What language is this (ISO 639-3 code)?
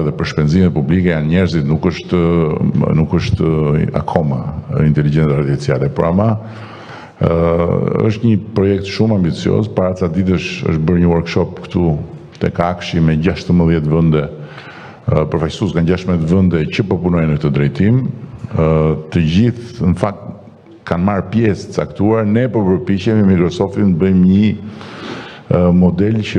sqi